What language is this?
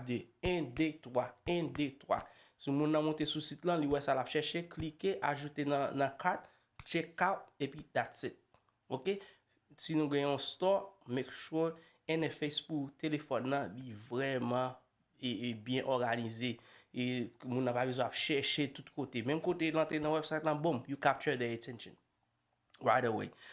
Haitian Creole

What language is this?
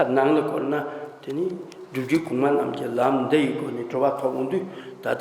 Tibetan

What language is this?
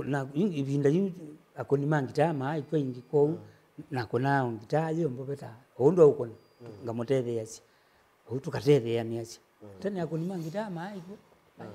Kamba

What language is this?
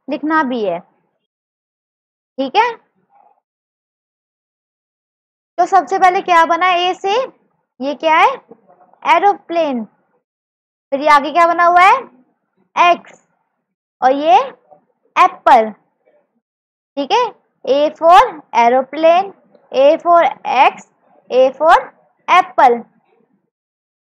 Hindi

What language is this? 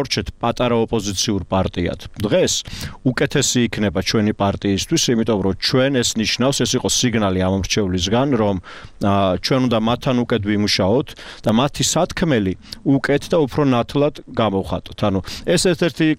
Georgian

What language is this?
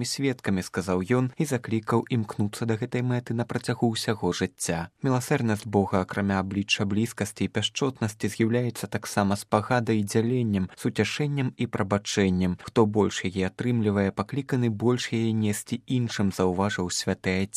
Belarusian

